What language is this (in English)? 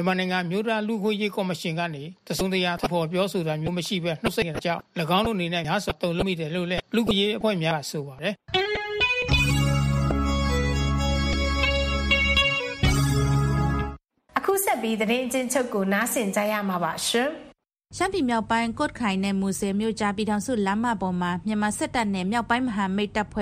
Burmese